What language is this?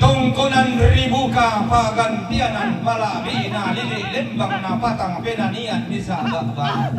Toraja-Sa'dan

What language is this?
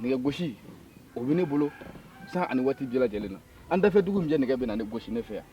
Bambara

